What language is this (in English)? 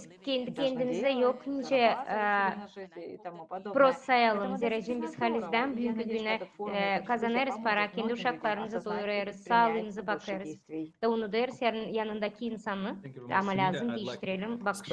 Gagauz